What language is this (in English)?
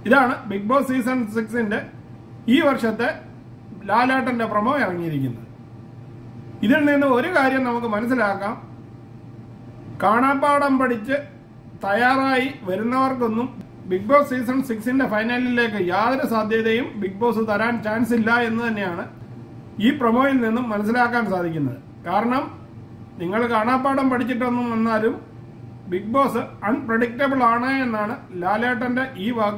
Malayalam